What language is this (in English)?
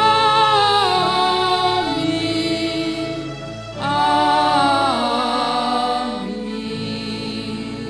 Batak Karo